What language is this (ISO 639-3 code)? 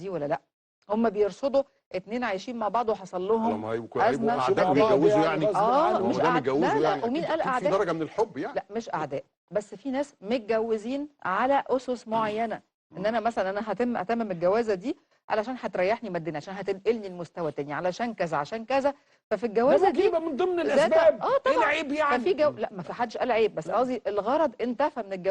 arz